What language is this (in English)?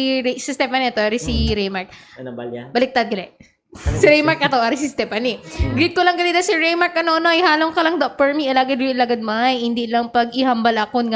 Hiligaynon